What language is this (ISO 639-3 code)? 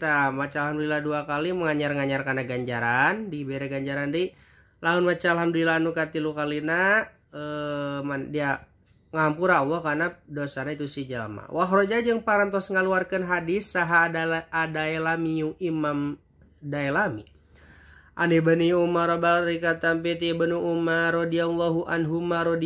sun